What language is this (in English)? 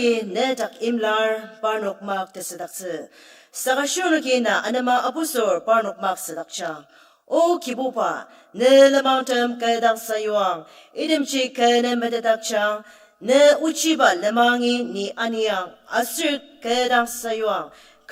Ao Naga